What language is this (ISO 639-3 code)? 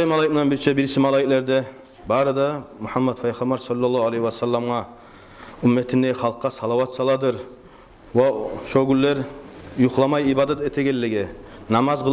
kum